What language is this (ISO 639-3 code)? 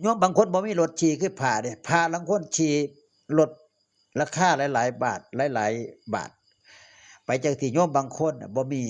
tts